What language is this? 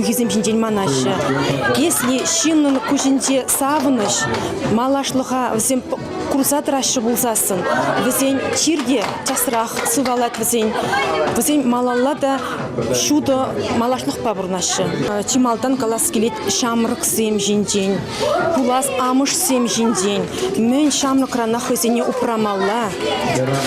Chuvash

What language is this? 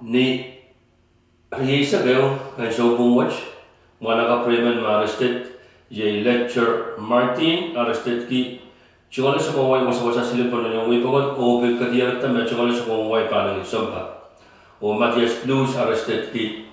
Pohnpeian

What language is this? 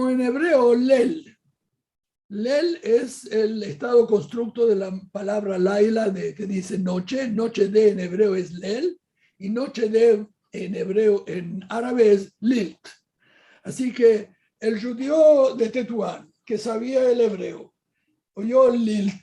Ladino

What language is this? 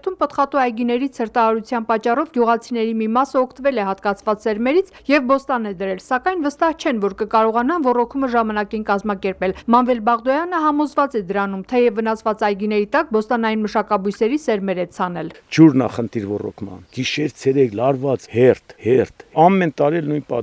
Armenian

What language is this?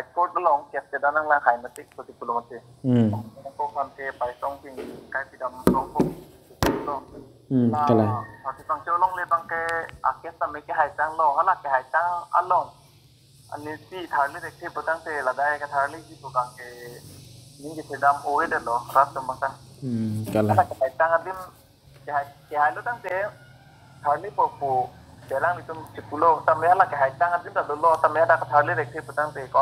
Karbi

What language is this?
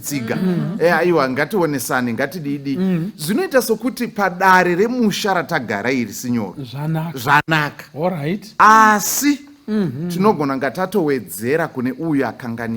Shona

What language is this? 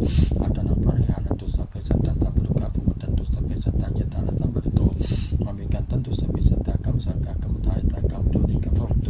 Pali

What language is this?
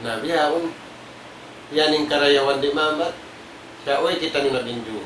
Tausug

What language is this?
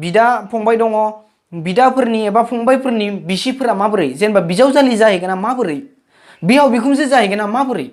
Bodo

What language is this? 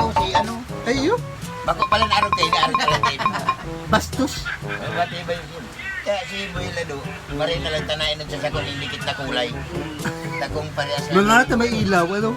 Bikol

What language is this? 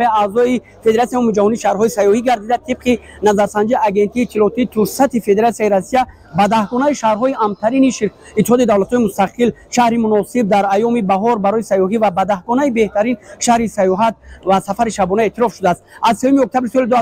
Tajik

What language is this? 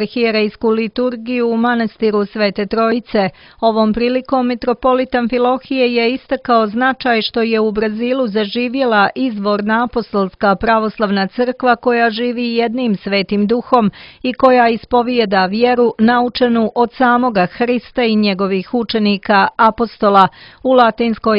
Croatian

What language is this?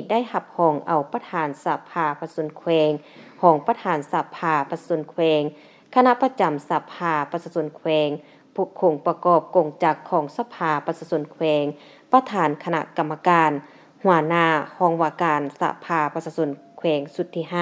Lao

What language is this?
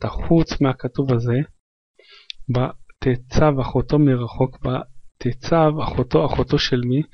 Hebrew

